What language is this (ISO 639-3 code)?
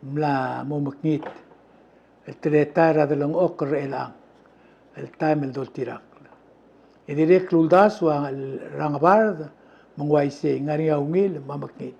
pau